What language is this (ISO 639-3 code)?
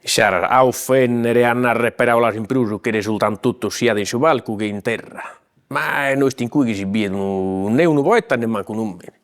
srd